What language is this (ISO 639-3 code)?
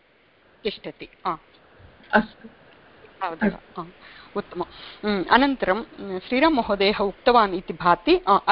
san